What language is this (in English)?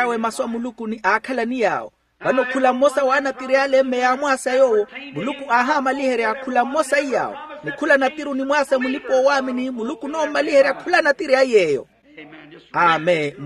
Makhuwa